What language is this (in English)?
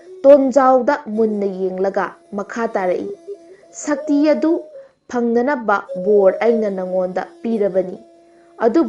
Manipuri